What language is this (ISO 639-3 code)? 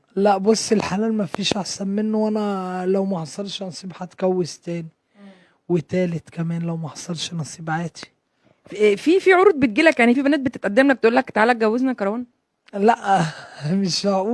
arz